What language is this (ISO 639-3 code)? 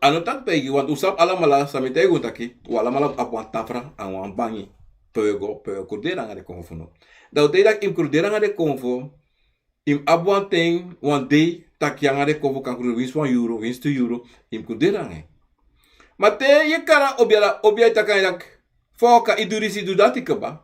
srn